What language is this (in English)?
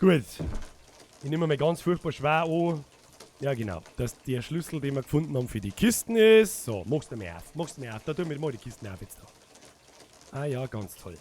Bavarian